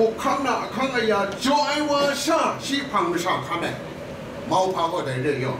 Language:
Kachin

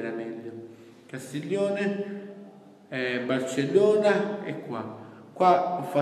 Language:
Italian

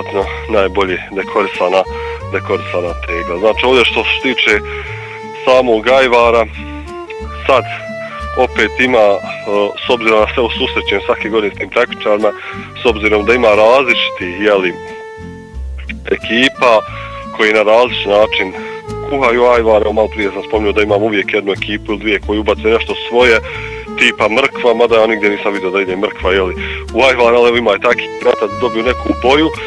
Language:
Bosnian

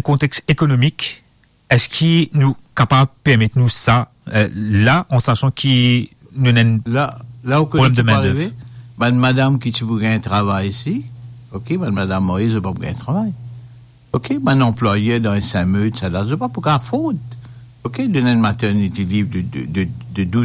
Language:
Morisyen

